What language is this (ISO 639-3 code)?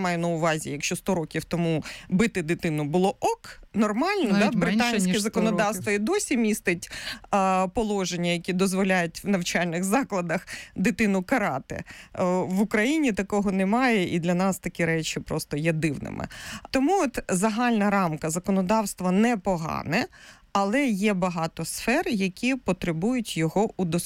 ukr